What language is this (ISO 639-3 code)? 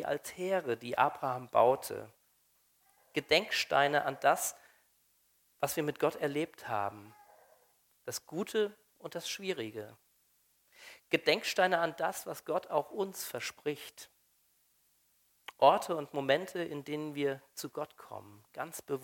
deu